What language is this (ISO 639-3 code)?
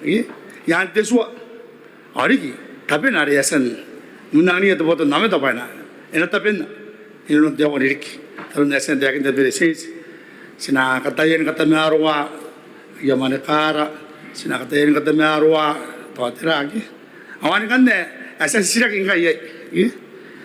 gil